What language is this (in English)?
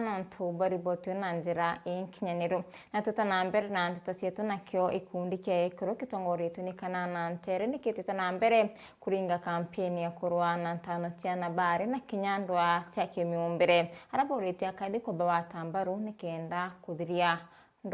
Meru